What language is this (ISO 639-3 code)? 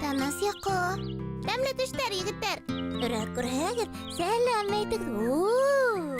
bak